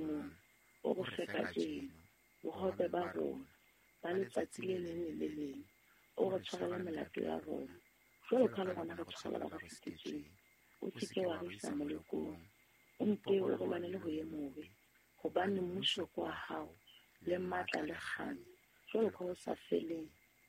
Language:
Southern Sotho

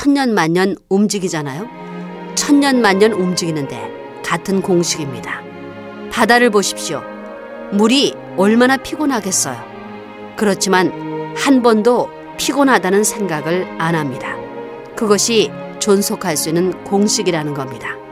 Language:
Korean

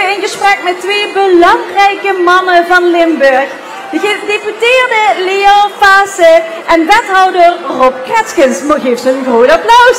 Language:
Limburgish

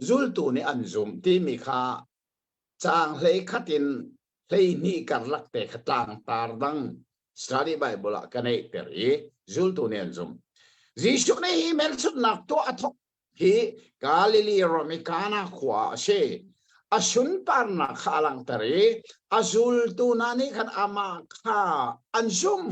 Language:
Hakha Chin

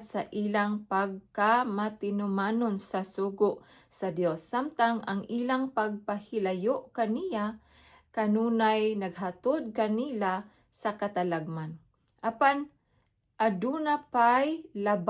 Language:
Cebuano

